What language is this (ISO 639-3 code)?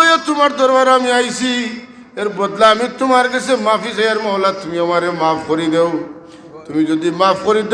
syl